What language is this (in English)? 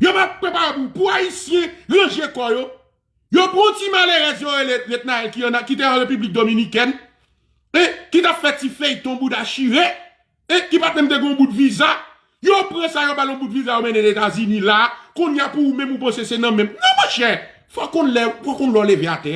Haitian Creole